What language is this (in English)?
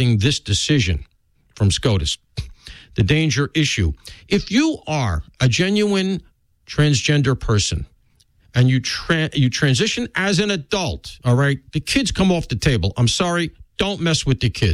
English